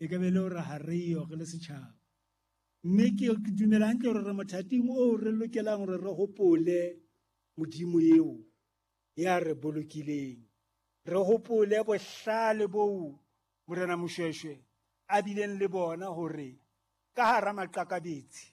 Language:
Southern Sotho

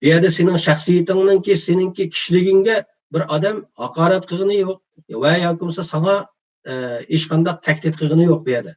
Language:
Uyghur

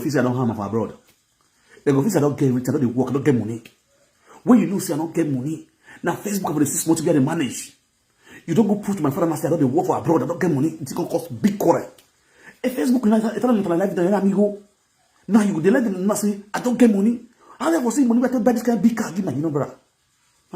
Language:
Nigerian Pidgin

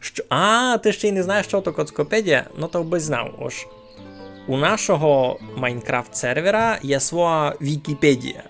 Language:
Rusyn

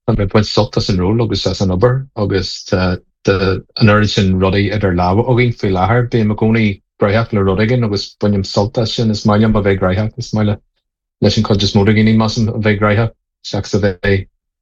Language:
Irish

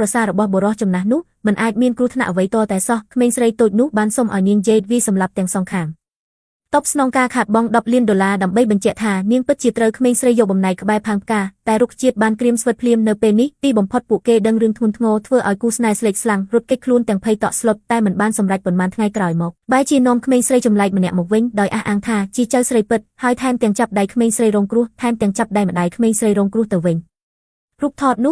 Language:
Khmer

